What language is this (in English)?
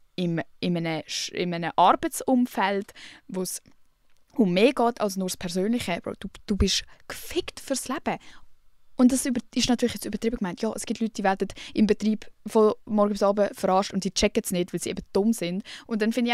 Swiss German